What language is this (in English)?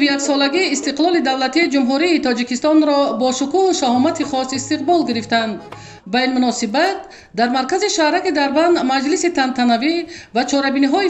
Tajik